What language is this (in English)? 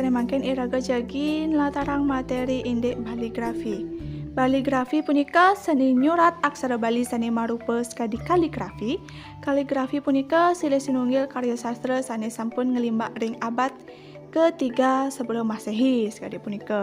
Balinese